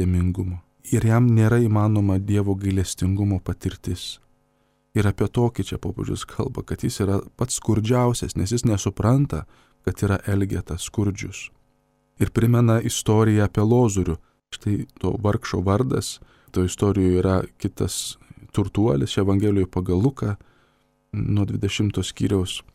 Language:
Lithuanian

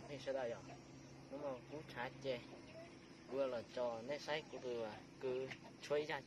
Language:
Hmong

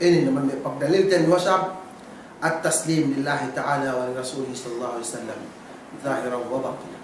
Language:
Yakan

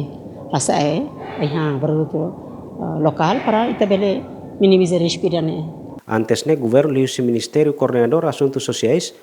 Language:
Tetum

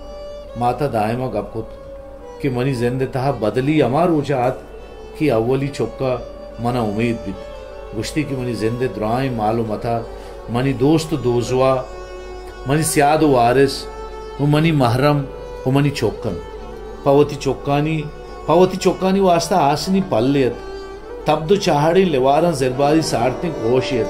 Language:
Baluchi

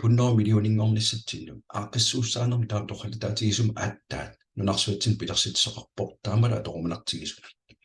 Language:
Kalaallisut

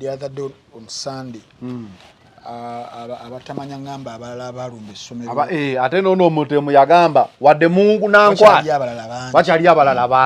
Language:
Ganda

